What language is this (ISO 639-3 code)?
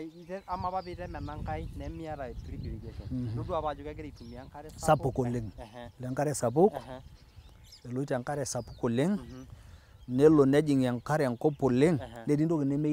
mas